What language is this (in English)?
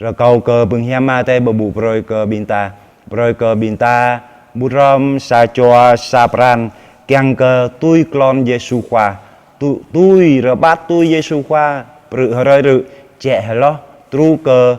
Jarai